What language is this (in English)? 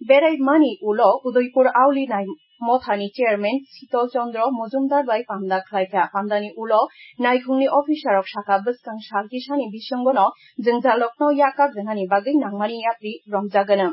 Kok Borok